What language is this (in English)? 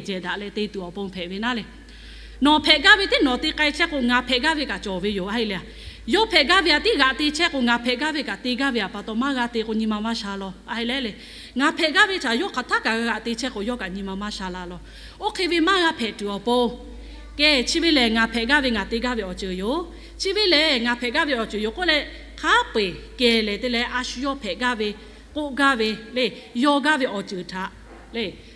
Lahu